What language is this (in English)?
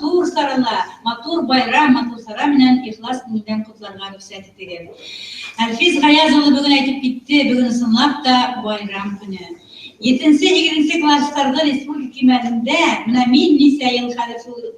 Bashkir